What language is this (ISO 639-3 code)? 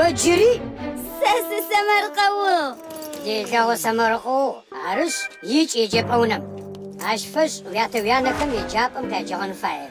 ady